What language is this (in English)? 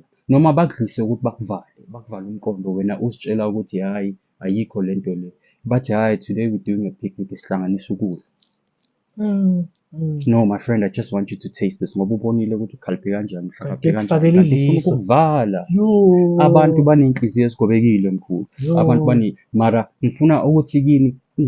Zulu